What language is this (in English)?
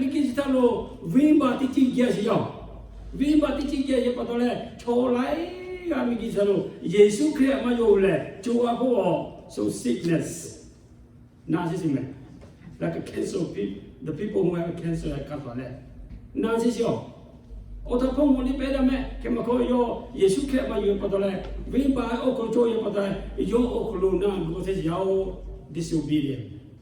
Lahu